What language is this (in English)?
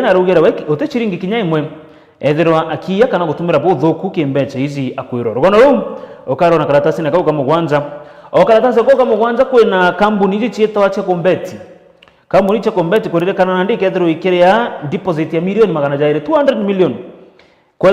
Meru